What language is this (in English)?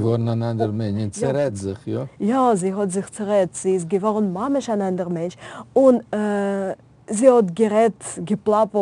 Yiddish